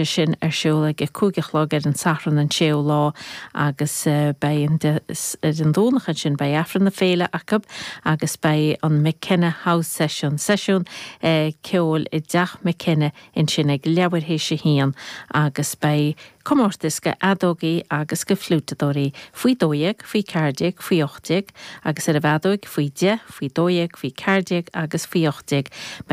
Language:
Irish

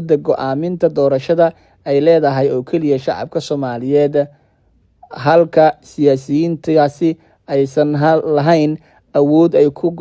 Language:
Somali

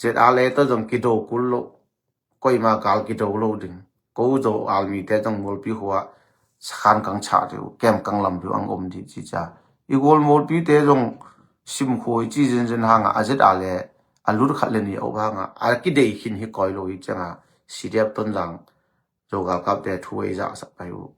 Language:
Tedim Chin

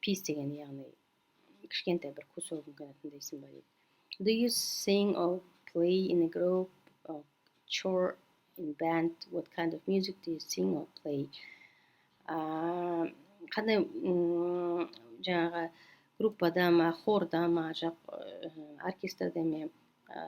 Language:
Kazakh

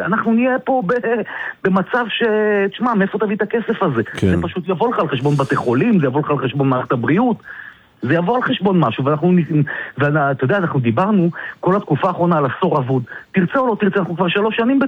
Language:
Hebrew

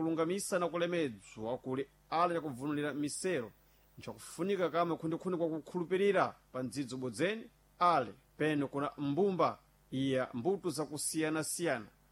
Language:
Sena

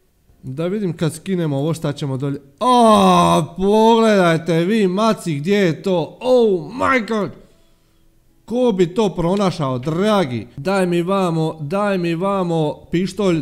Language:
Croatian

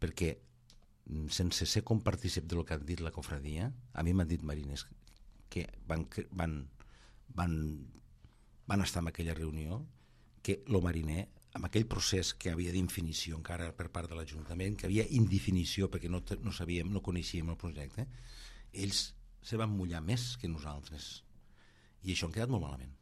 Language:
Catalan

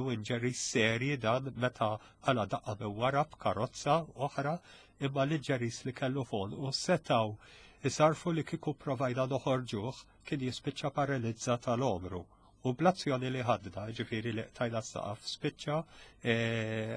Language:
Maltese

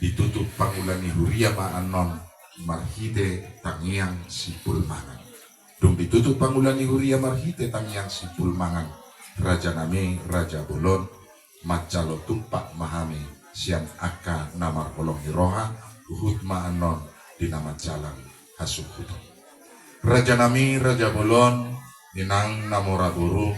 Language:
Batak Toba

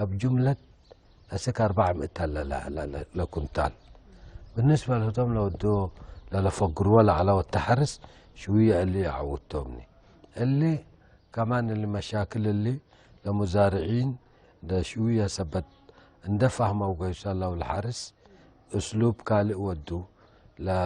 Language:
Tigre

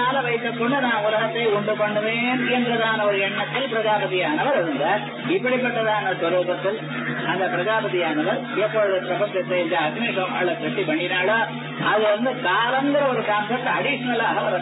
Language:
Tamil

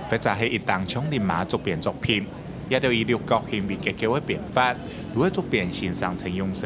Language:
Hakka Chinese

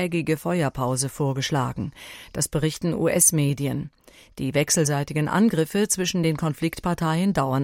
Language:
German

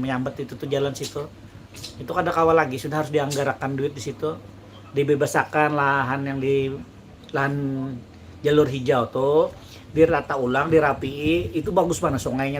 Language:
Banjar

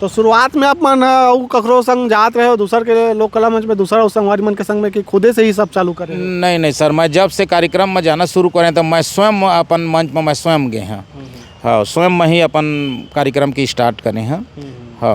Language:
Chhattisgarhi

